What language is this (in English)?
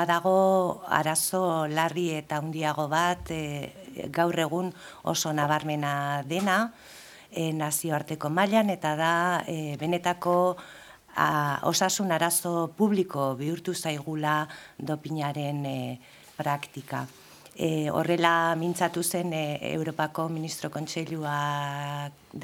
Basque